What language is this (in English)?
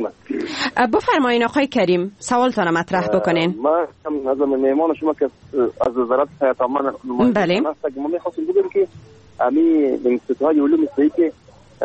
Persian